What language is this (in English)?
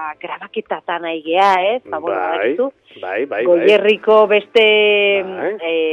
Basque